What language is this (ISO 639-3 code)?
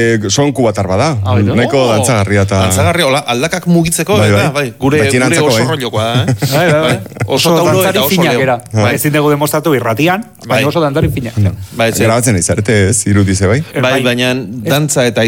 eus